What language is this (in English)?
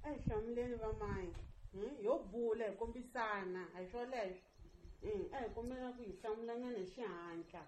Tsonga